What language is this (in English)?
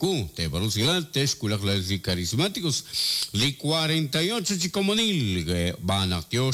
Kekchí